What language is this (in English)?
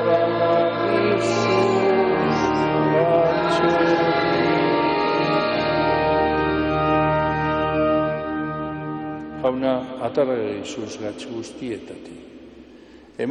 Basque